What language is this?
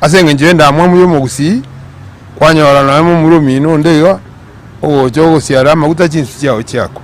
Gusii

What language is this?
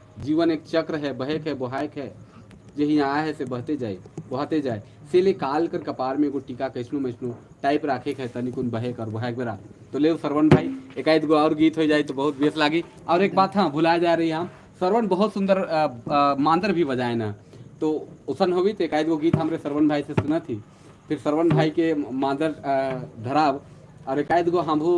Sadri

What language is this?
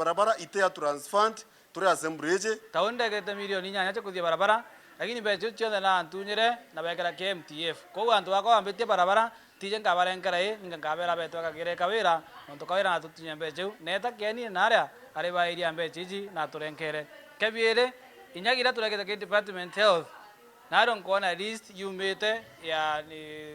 Meru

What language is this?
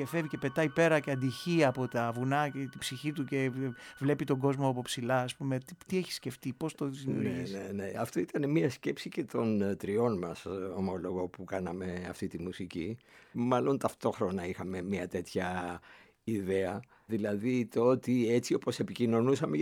Greek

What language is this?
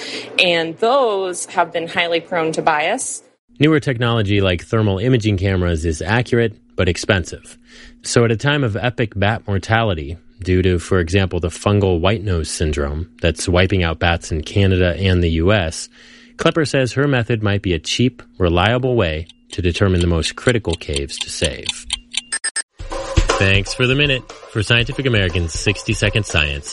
English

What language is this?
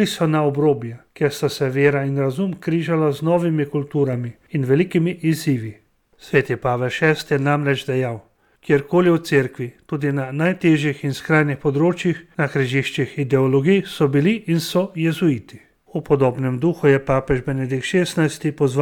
Slovenian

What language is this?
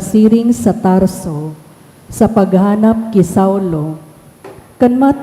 Bikol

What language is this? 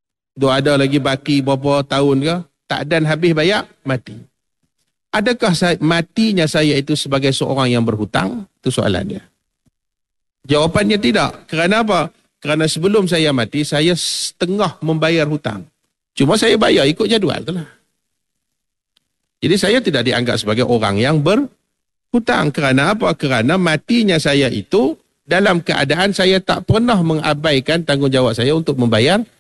Malay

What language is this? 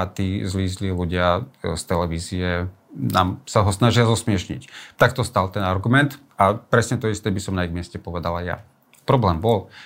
Slovak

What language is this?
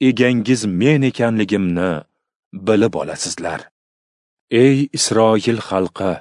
Uzbek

